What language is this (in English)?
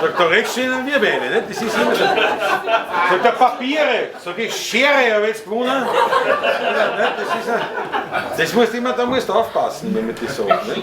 Bavarian